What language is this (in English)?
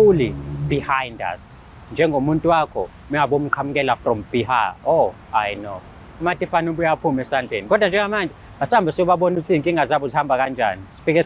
Zulu